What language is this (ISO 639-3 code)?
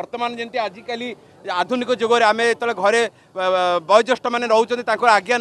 ori